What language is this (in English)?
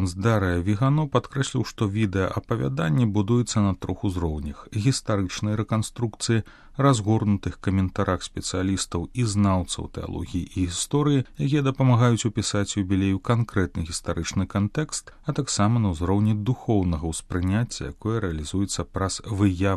Belarusian